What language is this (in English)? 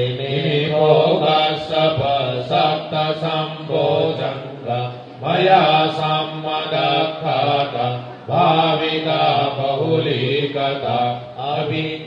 Pali